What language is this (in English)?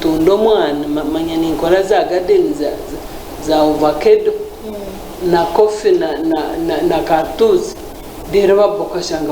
Nyankole